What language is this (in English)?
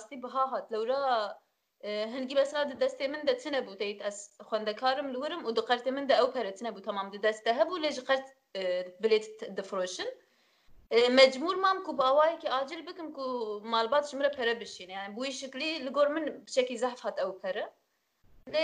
Kurdish